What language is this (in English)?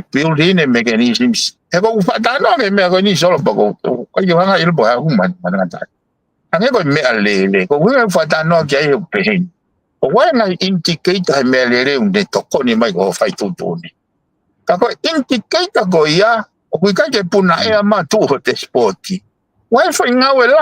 Tongan